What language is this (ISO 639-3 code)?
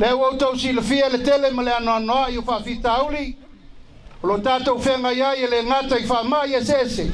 smo